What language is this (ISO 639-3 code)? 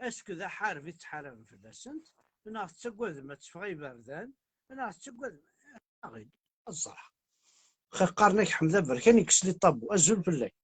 kab